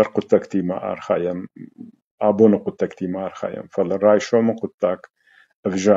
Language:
Ossetic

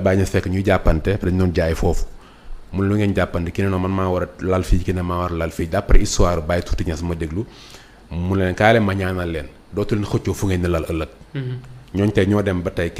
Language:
Wolof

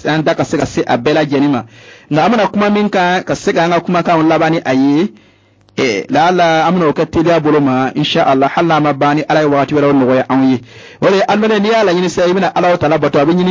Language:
Bambara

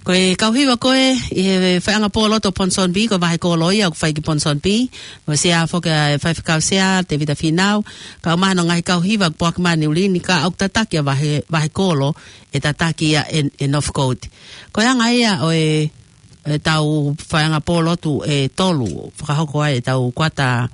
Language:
Tongan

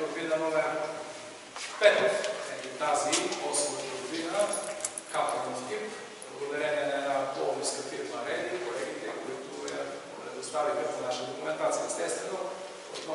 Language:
Bulgarian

